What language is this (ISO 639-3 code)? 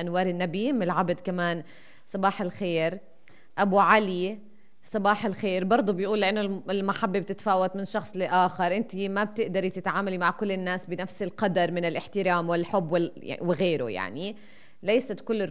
apc